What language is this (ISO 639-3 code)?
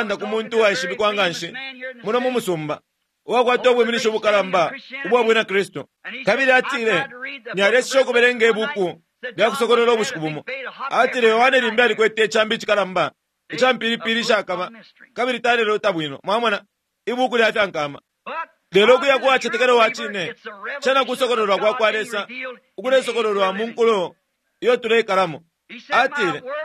bem